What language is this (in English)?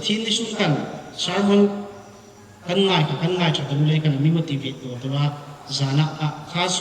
Hmar